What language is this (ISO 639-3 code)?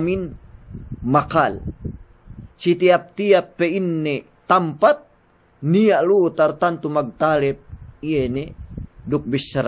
yka